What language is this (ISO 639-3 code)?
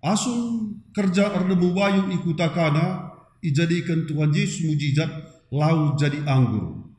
btx